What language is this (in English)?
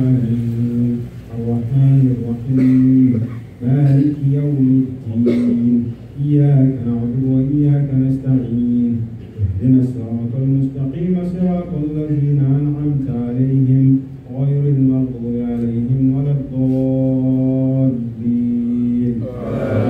Arabic